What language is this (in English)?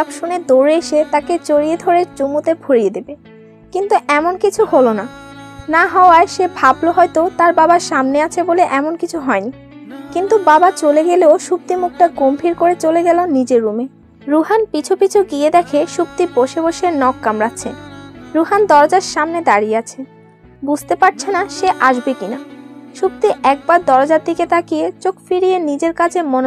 Bangla